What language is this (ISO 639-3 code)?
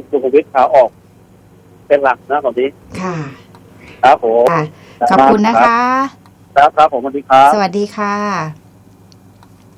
tha